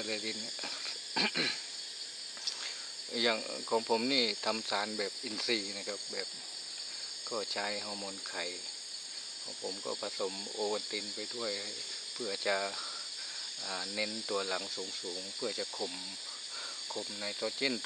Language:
Thai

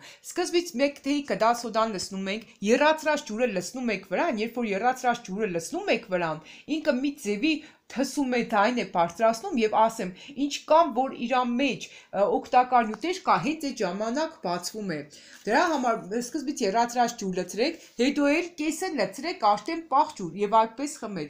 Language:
Armenian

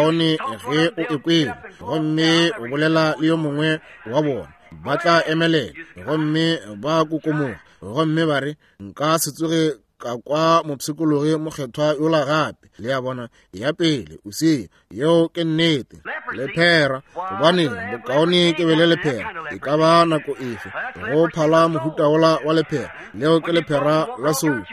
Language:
Northern Sotho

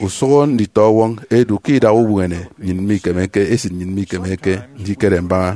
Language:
Efik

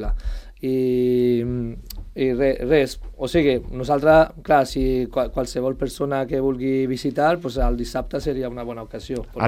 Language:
Catalan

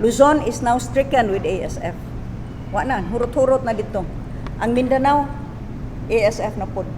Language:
Cebuano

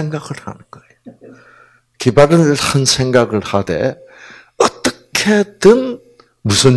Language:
Korean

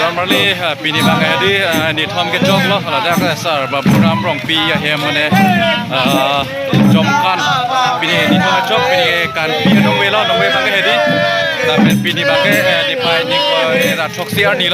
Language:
Karbi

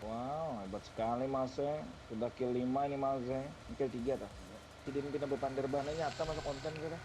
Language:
Banjar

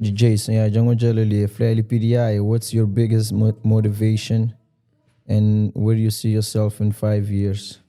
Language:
Kabuverdianu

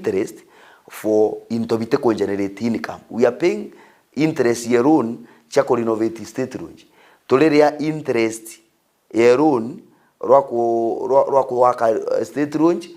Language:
Meru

